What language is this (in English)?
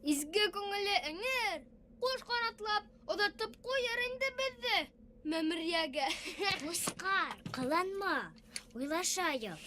Bashkir